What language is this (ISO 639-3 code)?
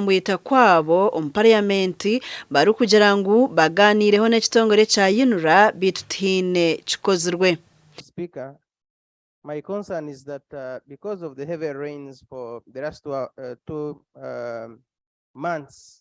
nyn